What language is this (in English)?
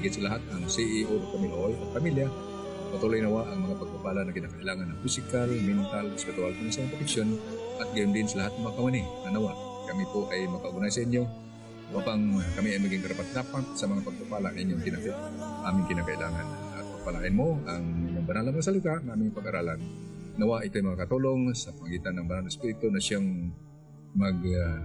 Filipino